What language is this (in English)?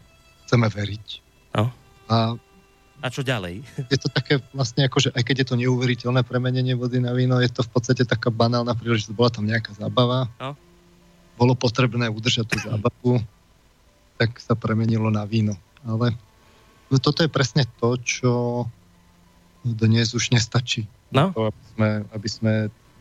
Slovak